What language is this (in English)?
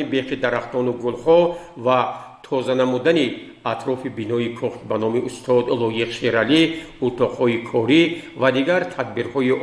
Tajik